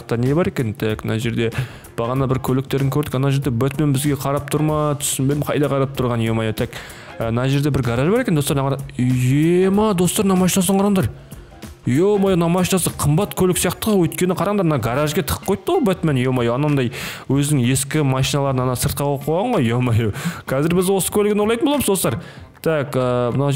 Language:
Kazakh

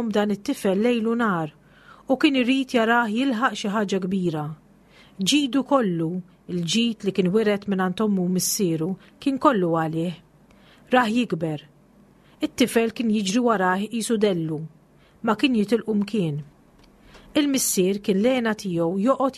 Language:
Maltese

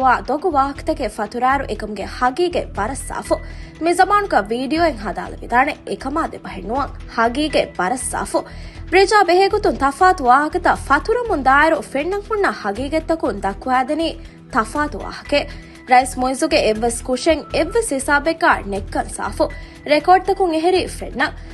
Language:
Divehi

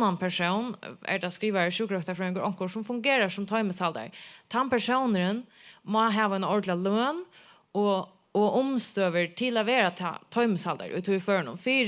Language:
Faroese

